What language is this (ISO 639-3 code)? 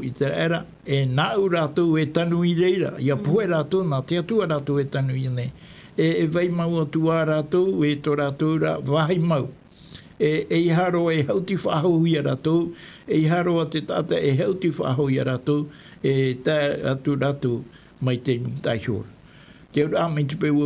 tah